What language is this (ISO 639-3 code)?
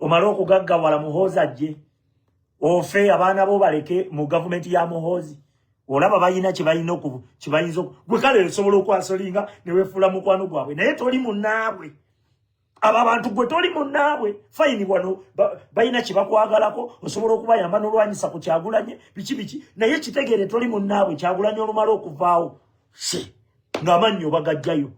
lug